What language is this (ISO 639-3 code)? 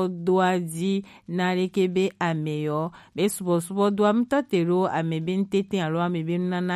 gej